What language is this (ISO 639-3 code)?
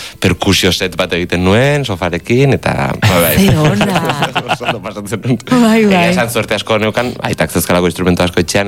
eus